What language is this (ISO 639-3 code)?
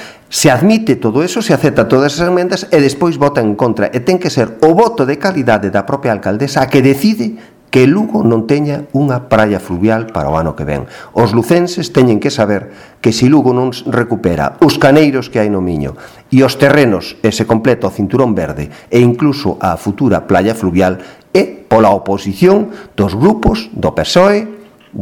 glg